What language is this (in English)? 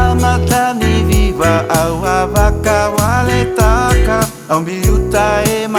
Fijian